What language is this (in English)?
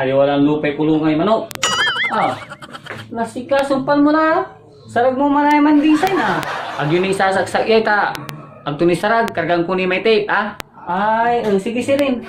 Pangasinan